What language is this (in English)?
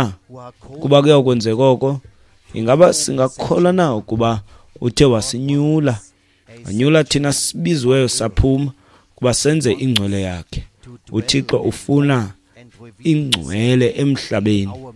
Xhosa